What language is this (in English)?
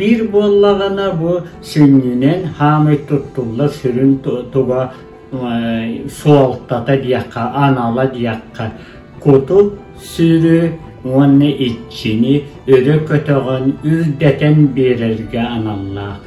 Yakut